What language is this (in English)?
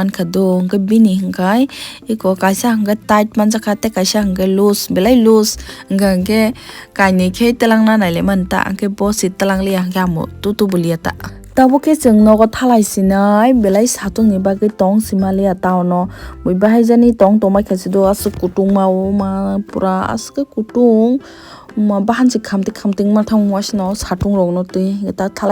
Kok Borok